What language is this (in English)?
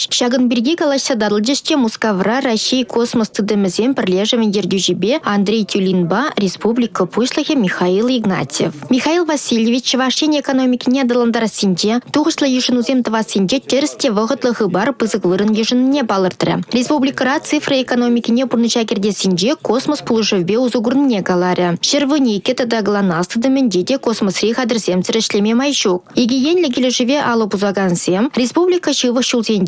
Chuvash